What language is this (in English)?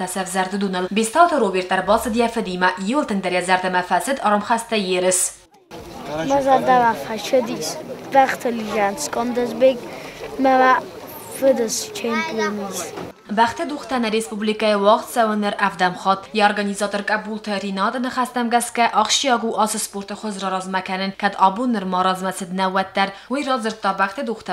Ossetic